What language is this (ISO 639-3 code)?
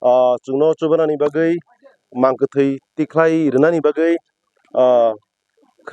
trp